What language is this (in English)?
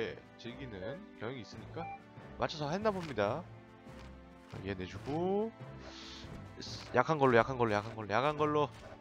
Korean